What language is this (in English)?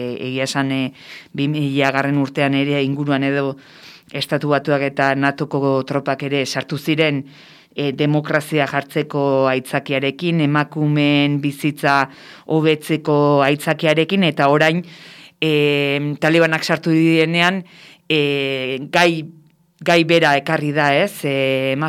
Basque